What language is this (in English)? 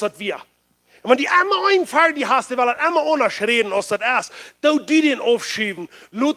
Plautdietsch